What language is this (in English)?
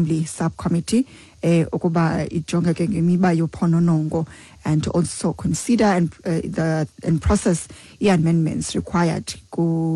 Xhosa